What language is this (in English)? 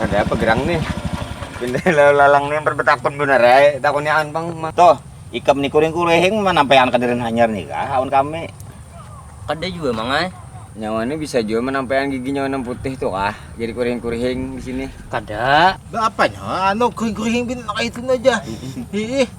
Banjar